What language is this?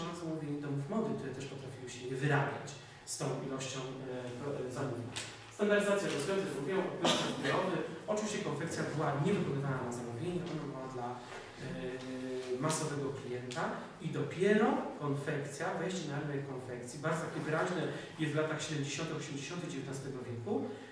Polish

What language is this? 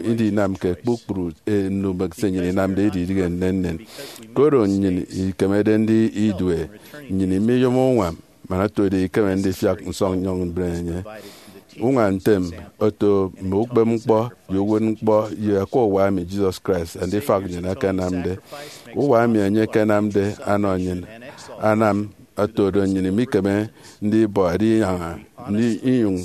Efik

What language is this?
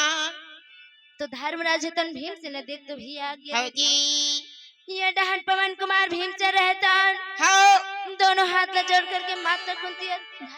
Chhattisgarhi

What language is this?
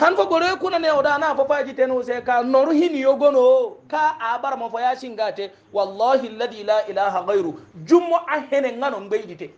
Hausa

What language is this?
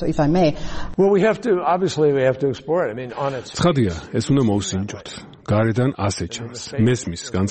Georgian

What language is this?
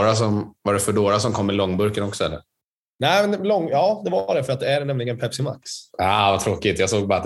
Swedish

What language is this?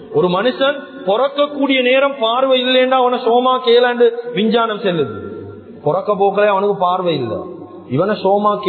Tamil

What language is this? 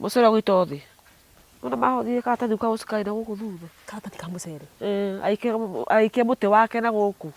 Kikuyu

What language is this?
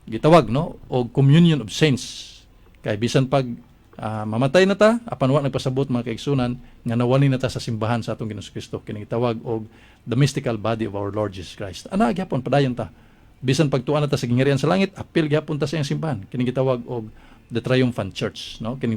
Cebuano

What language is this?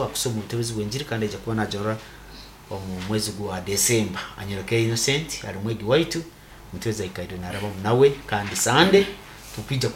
Nyoro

